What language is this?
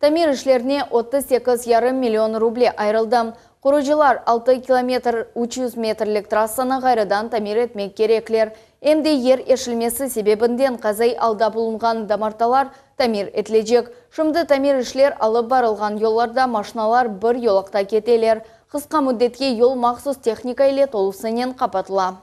Crimean Tatar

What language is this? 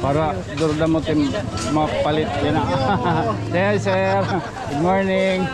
Waray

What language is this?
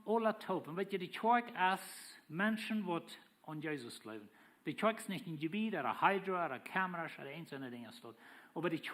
Plautdietsch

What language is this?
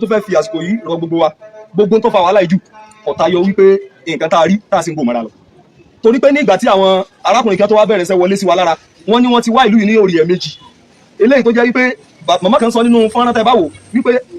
Yoruba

